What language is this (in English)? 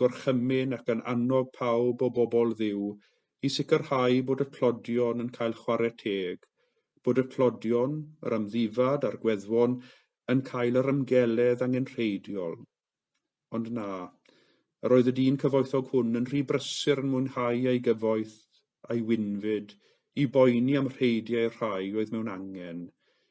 Welsh